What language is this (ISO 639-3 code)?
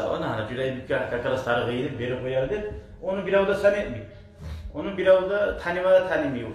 kum